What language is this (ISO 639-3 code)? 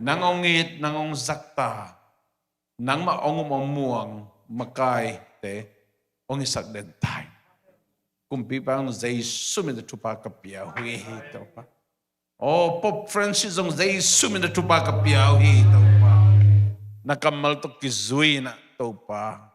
ctd